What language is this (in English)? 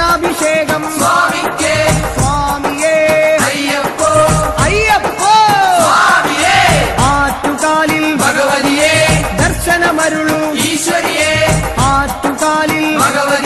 Malayalam